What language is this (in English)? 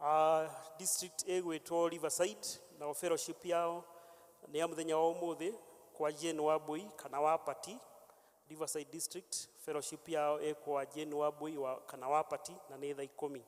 Kikuyu